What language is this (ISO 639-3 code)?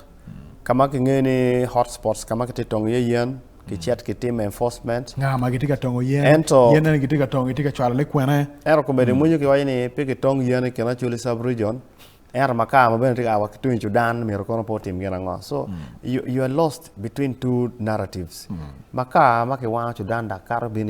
ach